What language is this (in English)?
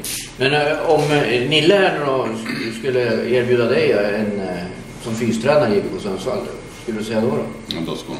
Swedish